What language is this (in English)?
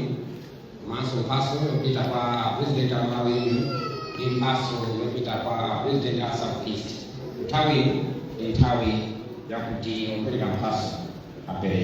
Nyanja